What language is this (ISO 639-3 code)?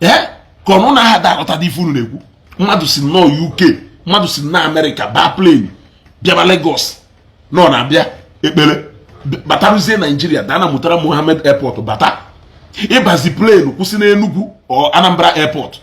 ibo